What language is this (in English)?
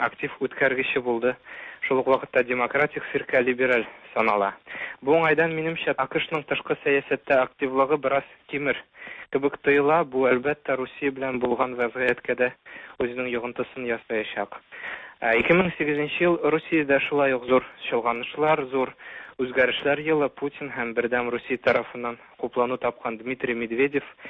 Tatar